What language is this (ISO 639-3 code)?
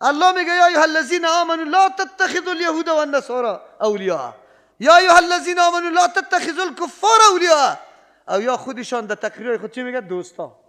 fas